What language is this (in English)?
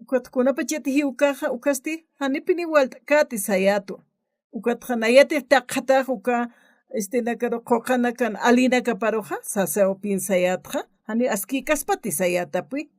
Aymara